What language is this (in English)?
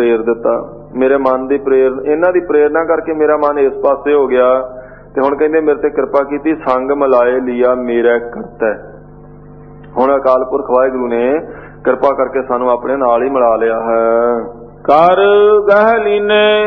Punjabi